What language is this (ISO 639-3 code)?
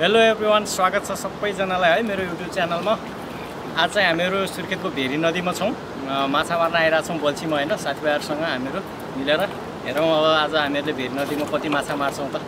nep